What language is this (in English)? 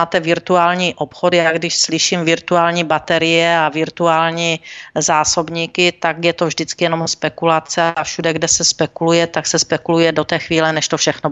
Czech